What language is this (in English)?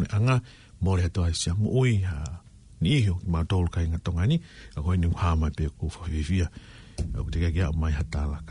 Tongan